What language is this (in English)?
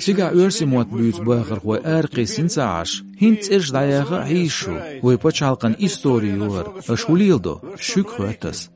Chechen